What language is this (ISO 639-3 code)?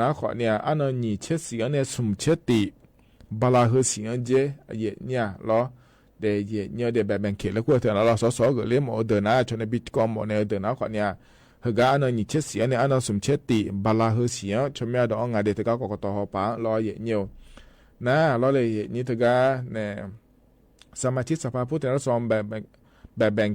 ahk